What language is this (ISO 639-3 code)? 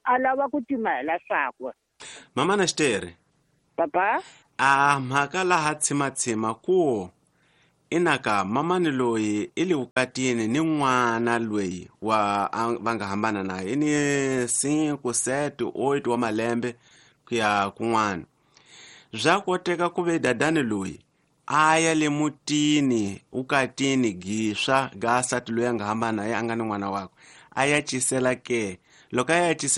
tso